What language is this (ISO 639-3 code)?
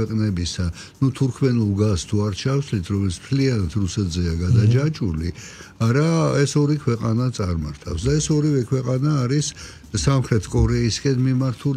kat